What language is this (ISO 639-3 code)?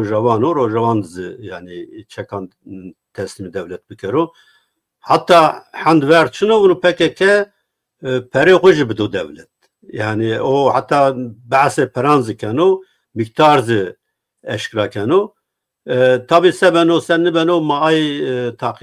zza